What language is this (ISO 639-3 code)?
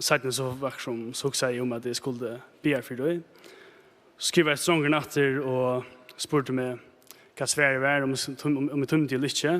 fao